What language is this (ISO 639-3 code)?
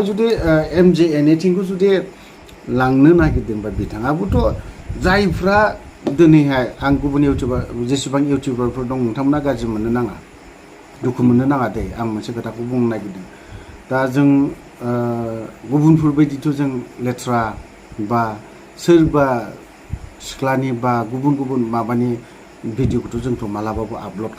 brx